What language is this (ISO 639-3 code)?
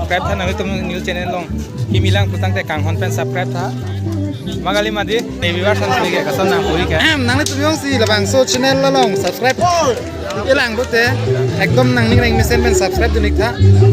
mjw